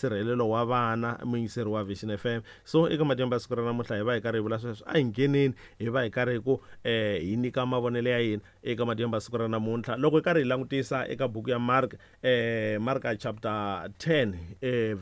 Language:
Tsonga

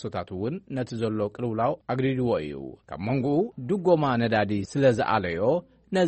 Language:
Tigrinya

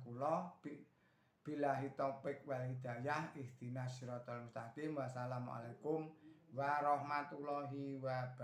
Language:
Javanese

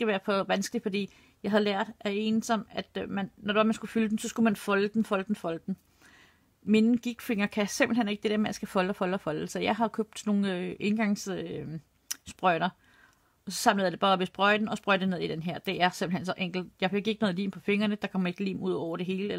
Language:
Danish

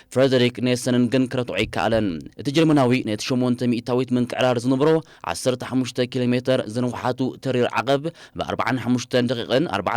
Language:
Tigrinya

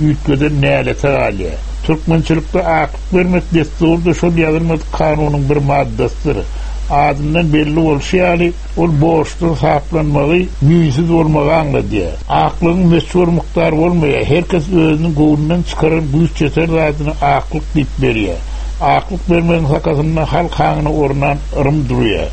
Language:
Turkmen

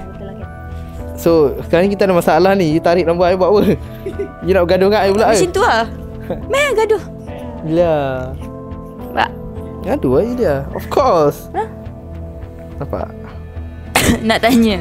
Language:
Malay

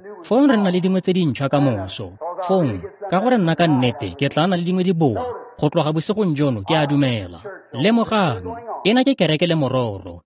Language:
Tswana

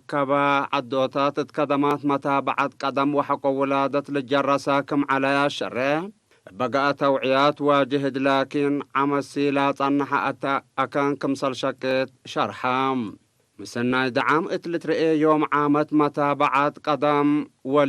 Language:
Tigre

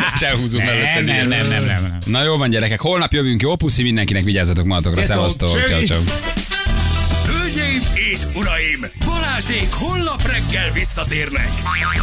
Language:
Hungarian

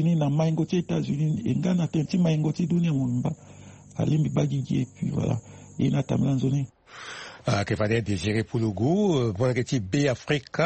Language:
Sango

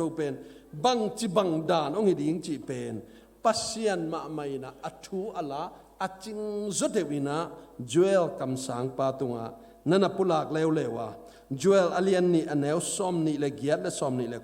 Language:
Tedim Chin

